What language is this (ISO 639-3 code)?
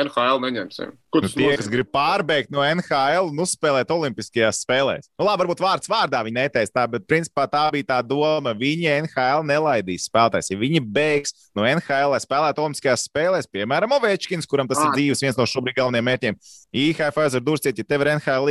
lav